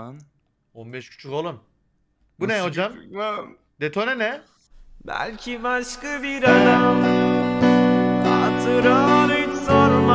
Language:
Turkish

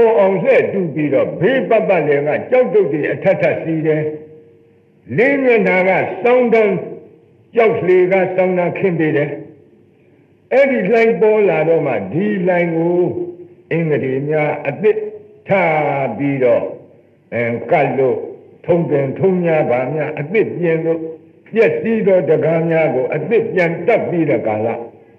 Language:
Burmese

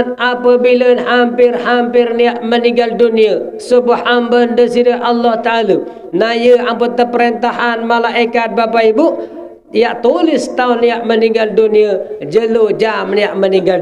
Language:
Sasak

